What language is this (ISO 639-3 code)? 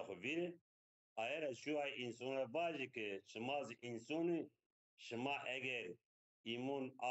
zza